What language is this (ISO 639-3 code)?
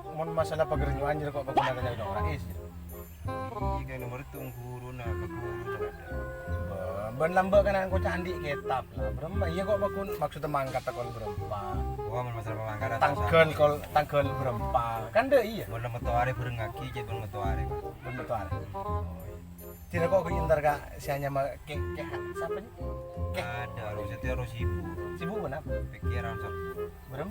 mad